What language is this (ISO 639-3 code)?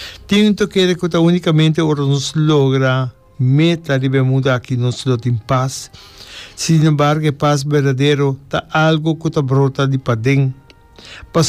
pap